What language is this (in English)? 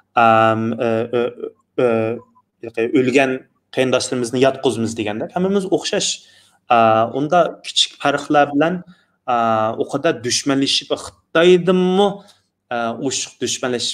Uyghur